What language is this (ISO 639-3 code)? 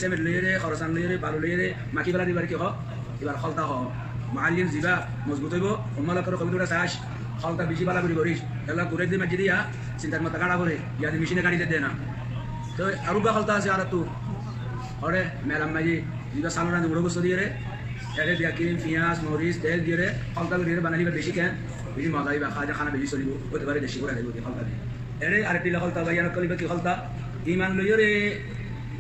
rhg